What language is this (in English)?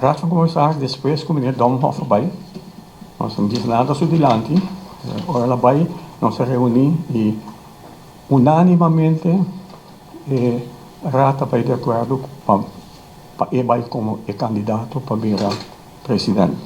Papiamento